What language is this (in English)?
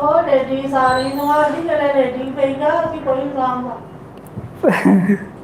Dogri